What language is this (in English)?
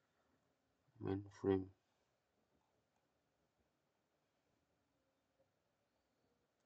Indonesian